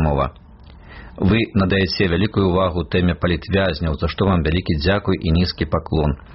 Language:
Belarusian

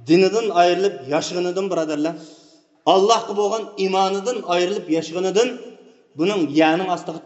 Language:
Uyghur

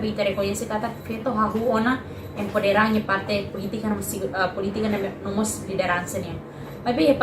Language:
Tetum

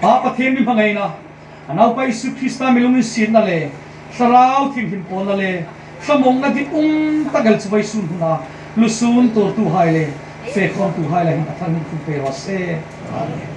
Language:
Hmar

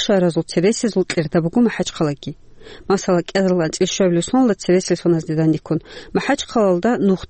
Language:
Avaric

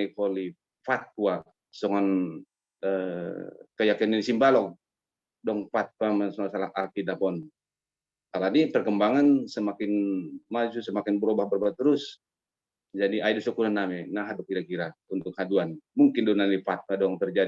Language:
Batak Simalungun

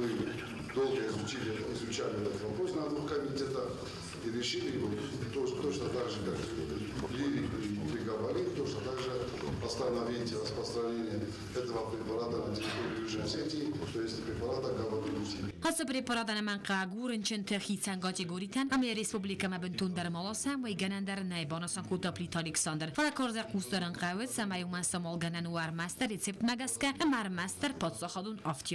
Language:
Ossetic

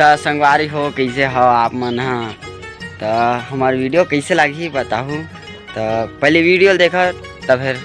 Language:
Chhattisgarhi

